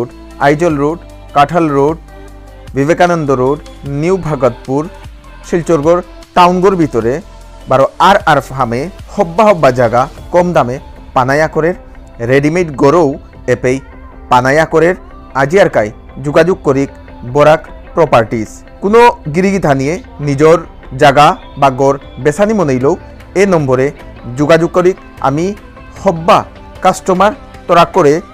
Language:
Bishnupriya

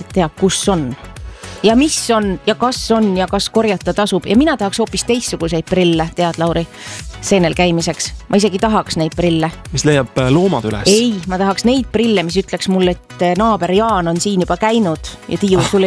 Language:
Estonian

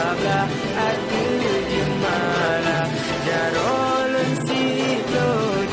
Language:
Achinese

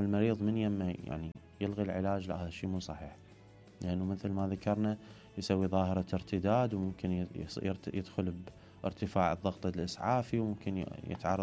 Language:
Mesopotamian Arabic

